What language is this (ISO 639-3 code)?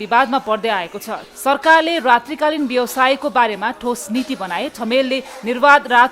nep